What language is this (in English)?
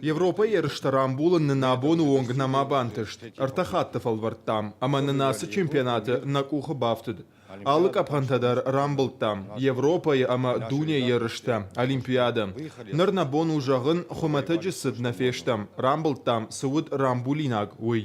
Ossetic